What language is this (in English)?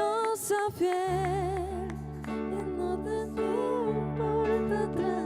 Papiamento